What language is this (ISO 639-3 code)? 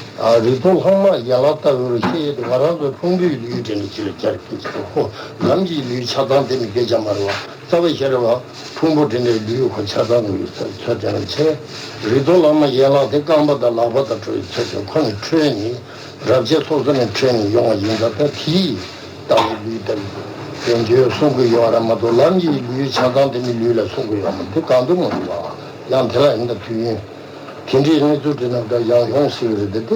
bod